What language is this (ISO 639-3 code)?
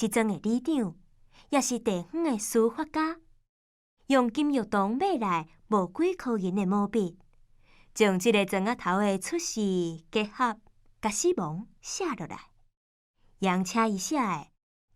nan